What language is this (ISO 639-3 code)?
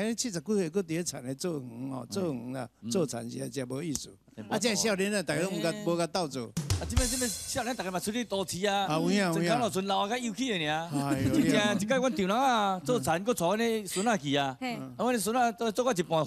nan